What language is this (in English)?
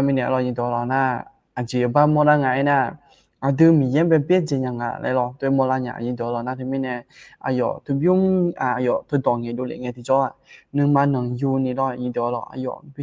Akha